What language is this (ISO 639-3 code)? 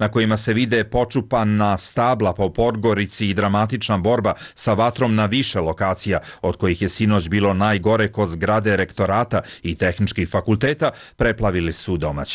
hrv